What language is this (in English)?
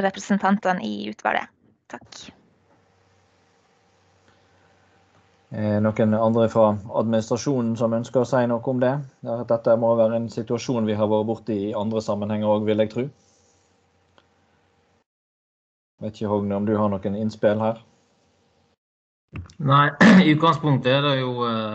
Norwegian